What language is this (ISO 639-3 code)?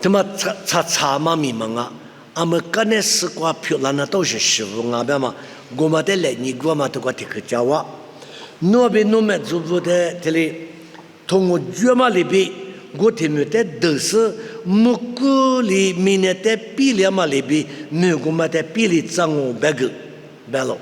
lis